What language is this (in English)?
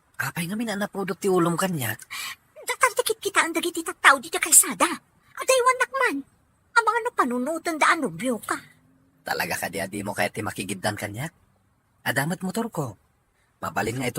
Iloko